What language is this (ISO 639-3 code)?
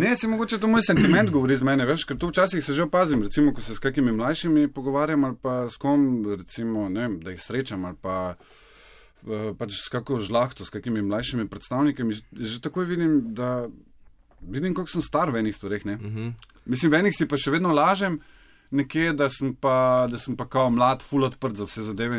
slv